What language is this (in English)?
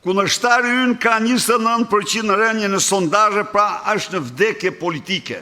Albanian